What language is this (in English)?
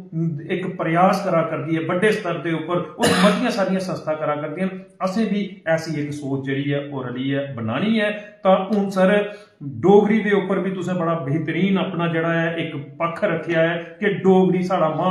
Dogri